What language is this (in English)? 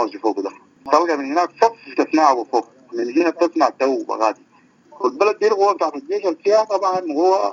Sudanese Arabic